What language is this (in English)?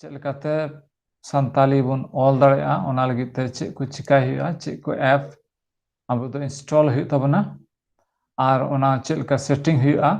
Santali